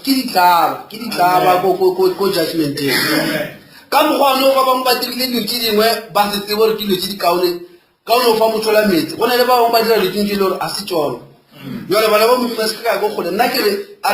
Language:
Northern Sotho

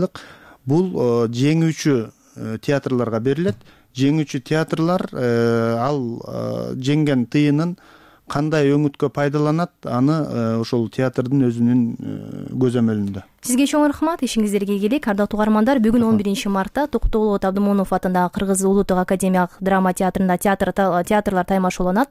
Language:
Kyrgyz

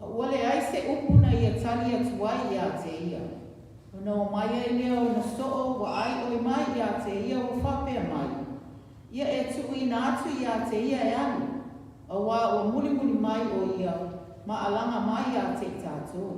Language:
Samoan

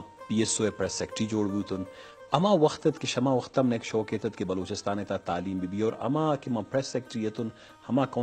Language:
Eastern Balochi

